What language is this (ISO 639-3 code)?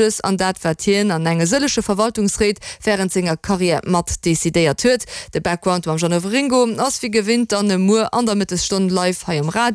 ltz